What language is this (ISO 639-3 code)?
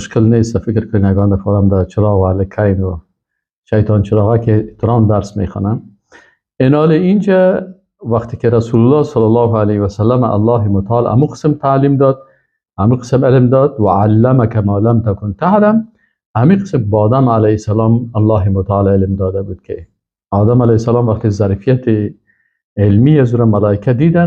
fas